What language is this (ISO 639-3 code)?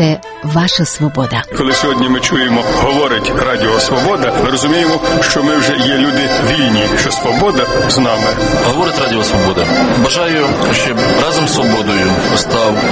ukr